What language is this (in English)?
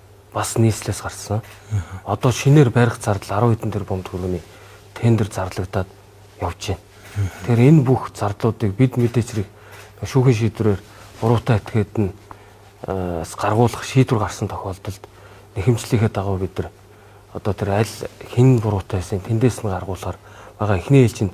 Mongolian